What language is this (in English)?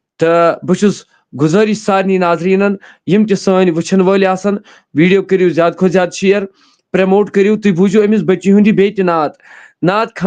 Kashmiri